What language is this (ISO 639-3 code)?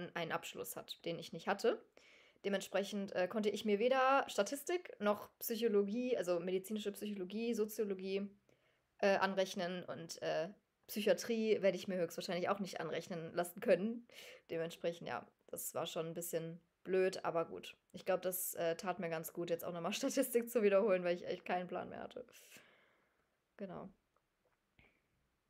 deu